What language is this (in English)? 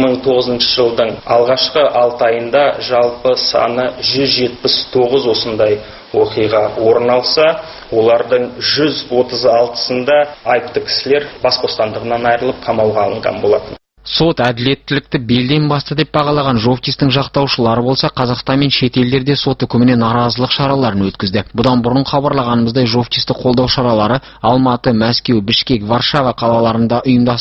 Kazakh